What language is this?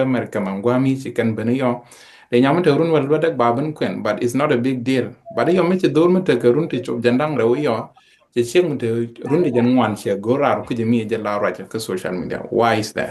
Nuer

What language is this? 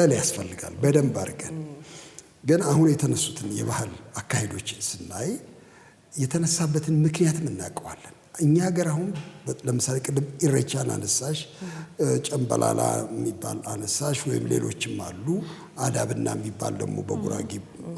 Amharic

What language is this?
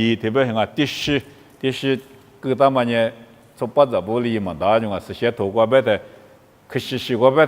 Lisu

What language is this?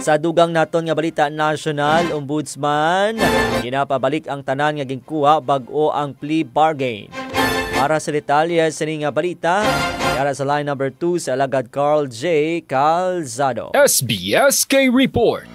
Hiligaynon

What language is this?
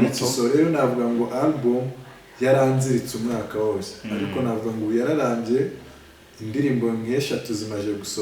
Kinyarwanda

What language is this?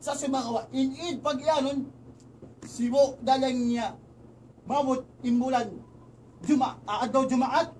Tausug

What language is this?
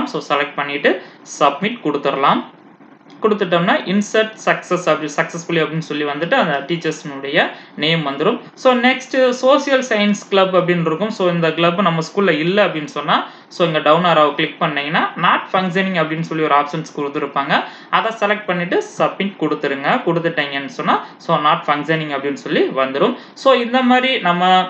Tamil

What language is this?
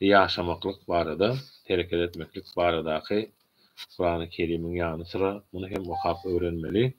Turkmen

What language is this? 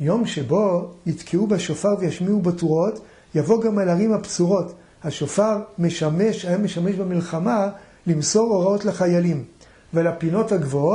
Hebrew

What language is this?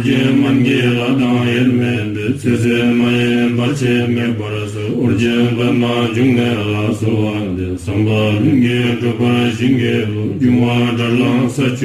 Tibetan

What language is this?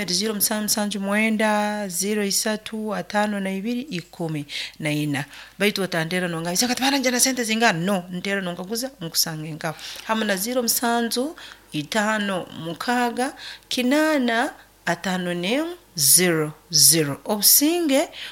Nyoro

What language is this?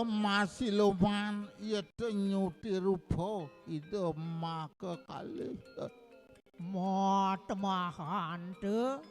Balinese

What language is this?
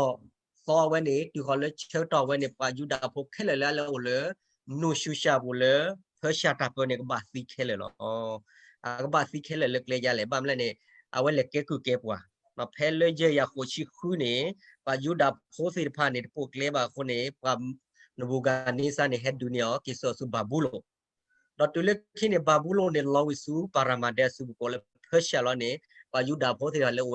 S'gaw Karen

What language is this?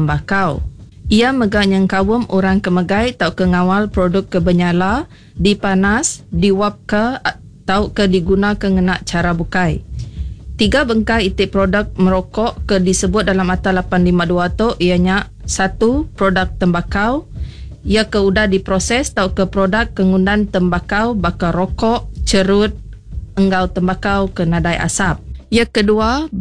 Iban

